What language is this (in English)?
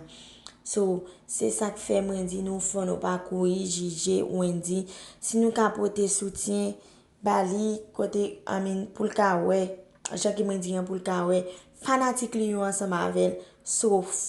Haitian Creole